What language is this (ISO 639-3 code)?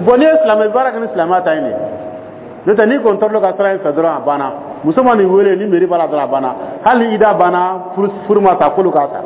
dyu